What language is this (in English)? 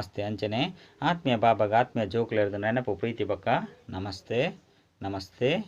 Tulu